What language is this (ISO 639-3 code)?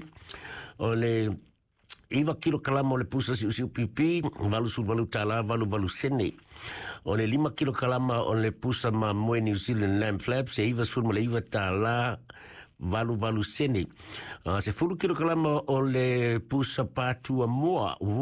smo